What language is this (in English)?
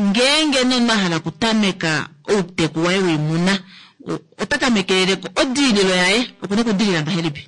Kuanyama